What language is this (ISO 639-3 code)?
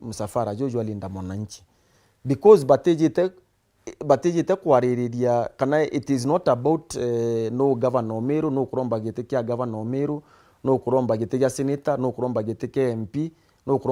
mer